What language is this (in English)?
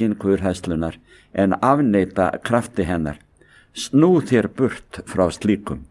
Icelandic